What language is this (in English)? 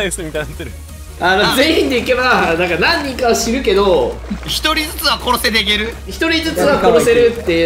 Japanese